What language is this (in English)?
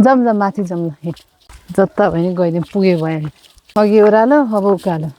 Nepali